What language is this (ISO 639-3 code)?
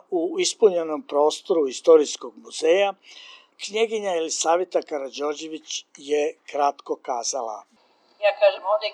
srp